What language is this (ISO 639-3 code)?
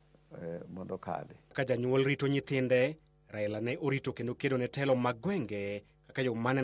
luo